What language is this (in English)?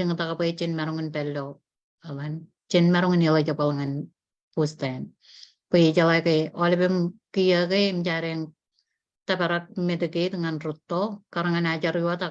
Marshallese